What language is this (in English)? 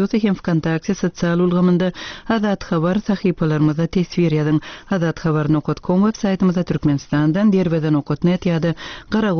Turkmen